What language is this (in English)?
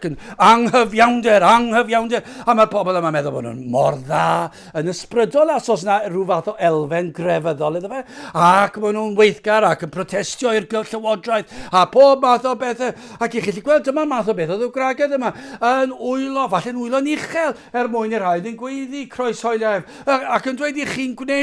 Welsh